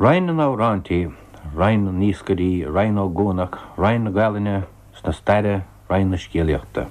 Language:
Irish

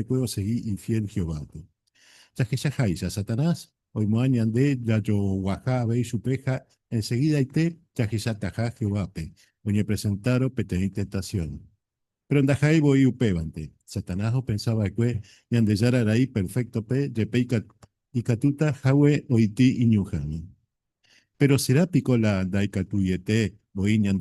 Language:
Guarani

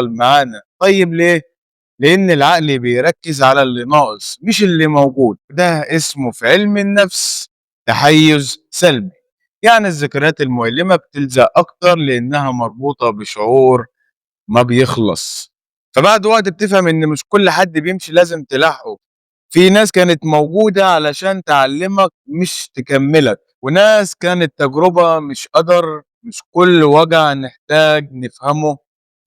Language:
Egyptian Arabic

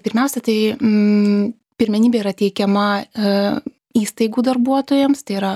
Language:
Lithuanian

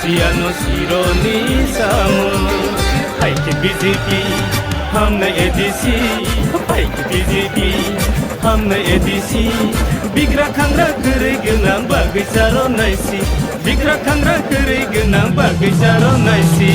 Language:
Kok Borok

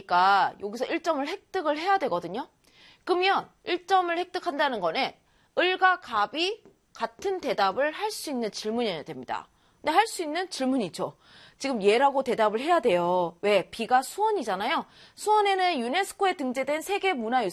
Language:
Korean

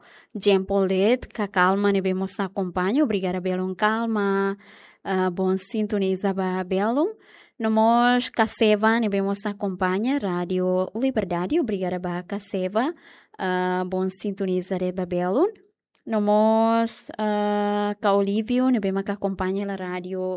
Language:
Tetum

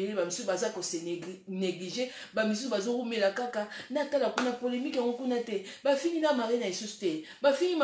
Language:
Lingala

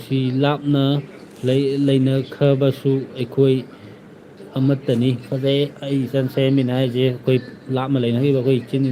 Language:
Manipuri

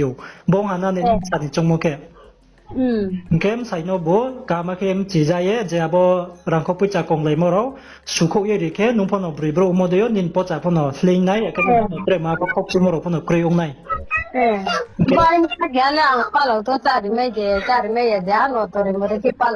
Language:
Riang (India)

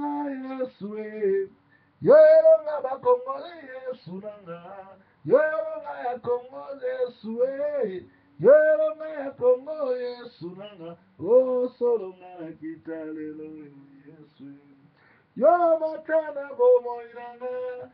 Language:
Lingala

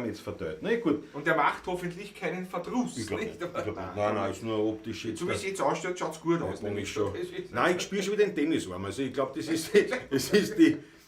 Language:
Bavarian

